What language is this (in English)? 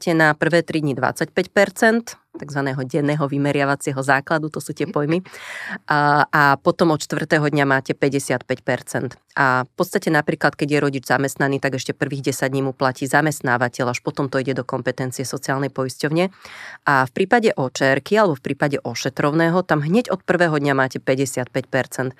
Slovak